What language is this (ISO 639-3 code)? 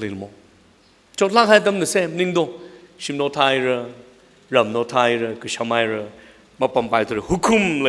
nmf